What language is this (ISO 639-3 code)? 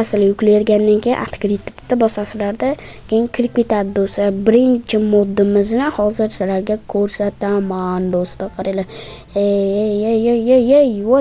uzb